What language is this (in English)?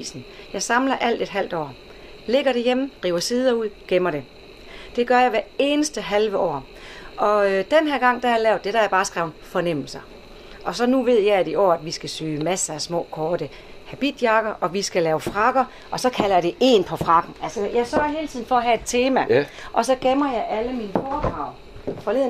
Danish